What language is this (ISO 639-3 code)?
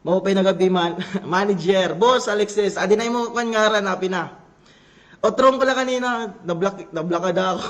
war